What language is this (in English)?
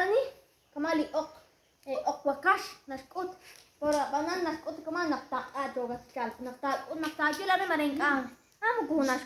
Kekchí